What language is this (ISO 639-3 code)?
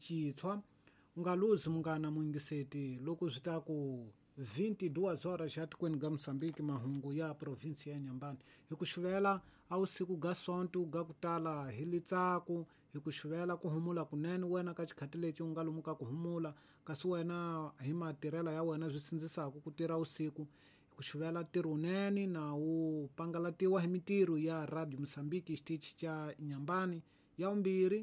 tso